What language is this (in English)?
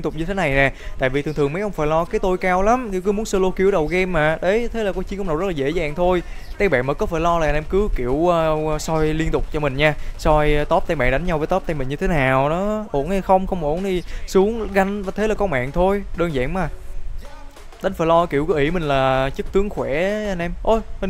Vietnamese